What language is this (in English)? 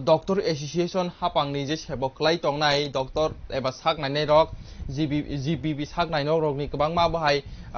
Kok Borok